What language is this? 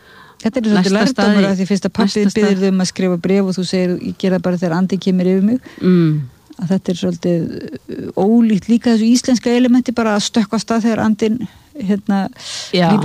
Icelandic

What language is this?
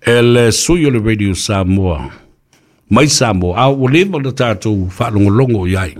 Samoan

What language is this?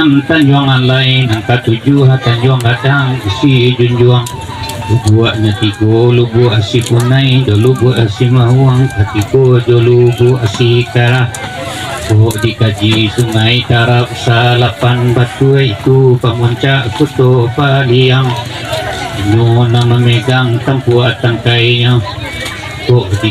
Minangkabau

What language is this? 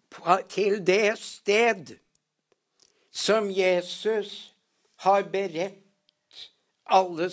Norwegian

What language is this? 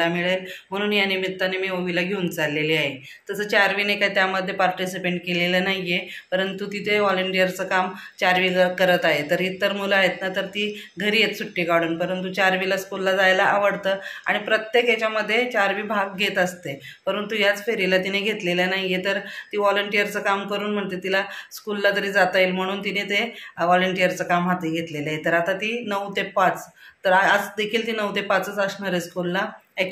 Marathi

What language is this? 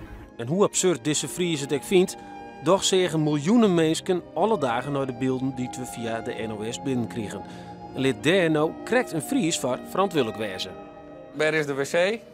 Western Frisian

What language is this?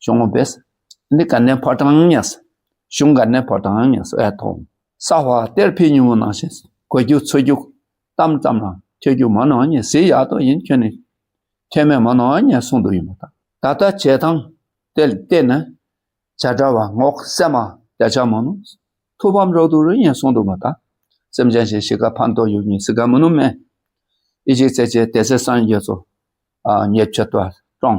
Dakpakha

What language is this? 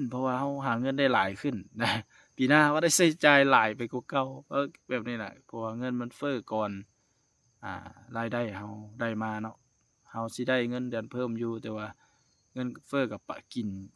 Lao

